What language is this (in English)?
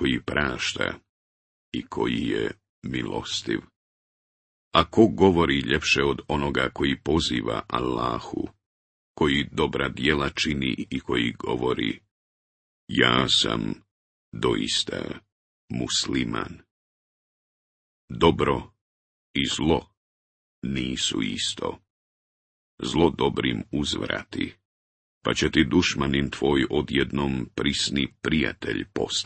Bosnian